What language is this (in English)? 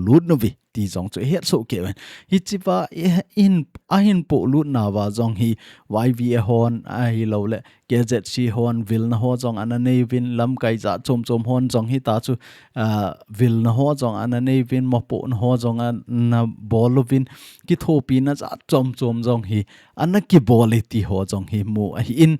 Thado Chin